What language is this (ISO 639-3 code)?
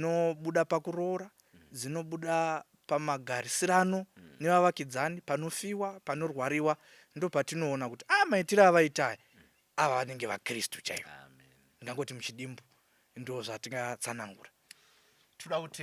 sna